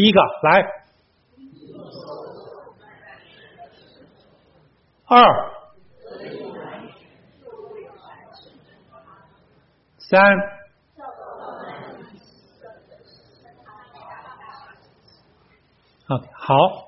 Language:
Chinese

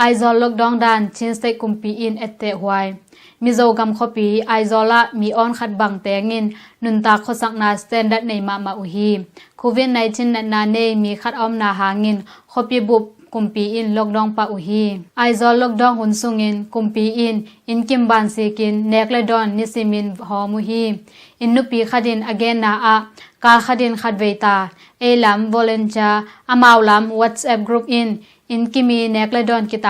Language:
Tedim Chin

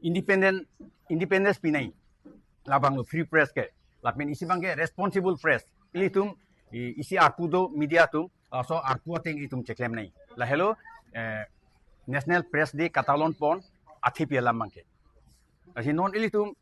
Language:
Karbi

